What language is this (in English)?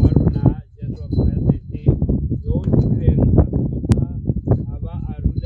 Tswana